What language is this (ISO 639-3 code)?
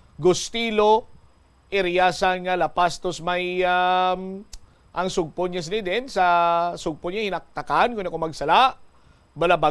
hil